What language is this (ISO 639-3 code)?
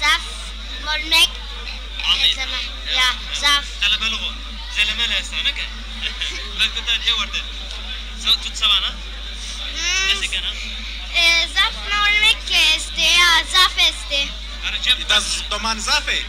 zza